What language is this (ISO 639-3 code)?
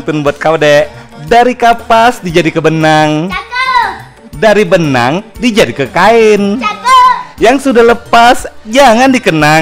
mui